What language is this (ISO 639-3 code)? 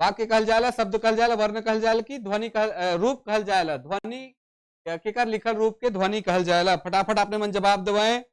sck